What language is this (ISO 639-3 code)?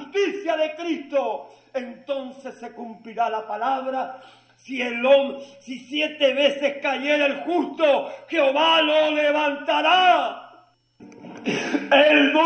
spa